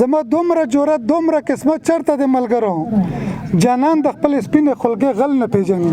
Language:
Pashto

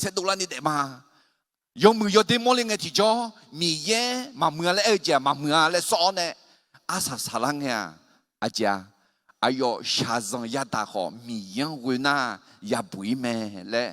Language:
Akha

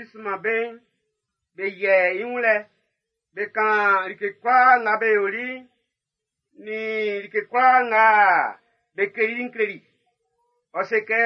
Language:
Baoulé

